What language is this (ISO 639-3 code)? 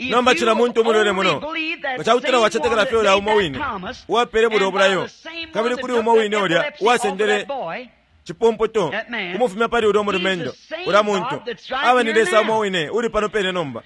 bem